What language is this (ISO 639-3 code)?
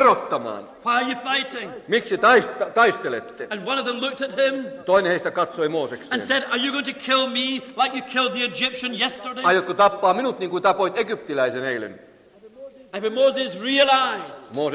fin